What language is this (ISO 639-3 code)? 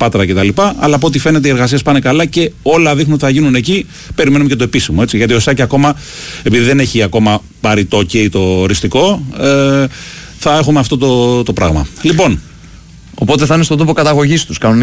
ell